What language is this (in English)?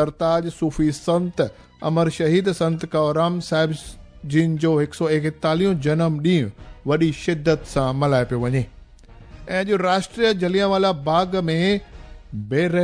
Sindhi